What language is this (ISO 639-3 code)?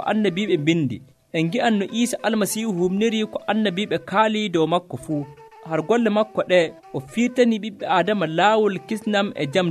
fuv